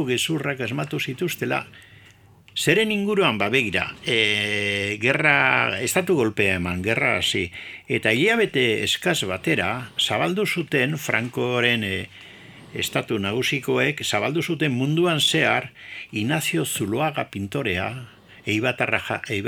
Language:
Basque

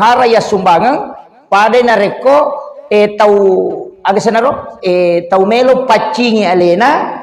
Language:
Buginese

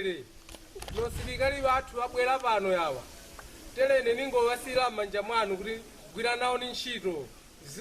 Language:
Nyanja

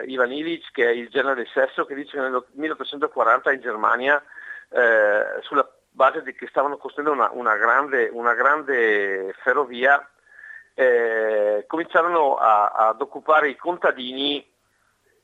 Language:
Italian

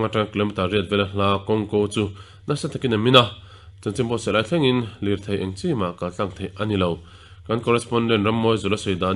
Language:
Mizo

